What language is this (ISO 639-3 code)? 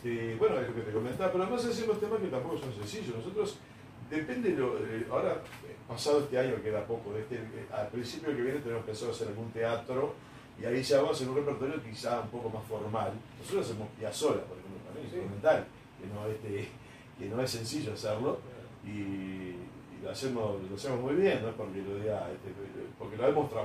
spa